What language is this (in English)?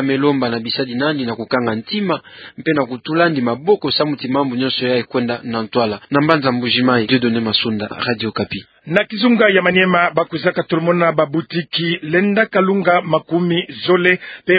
Kituba (Democratic Republic of Congo)